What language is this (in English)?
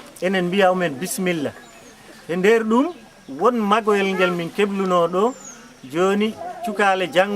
Fula